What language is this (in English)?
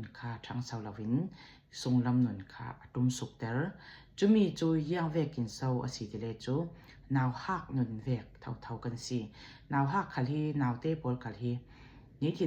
Falam Chin